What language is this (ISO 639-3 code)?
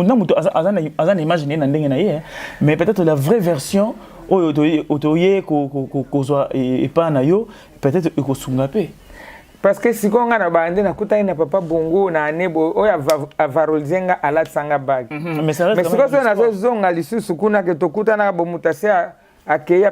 lin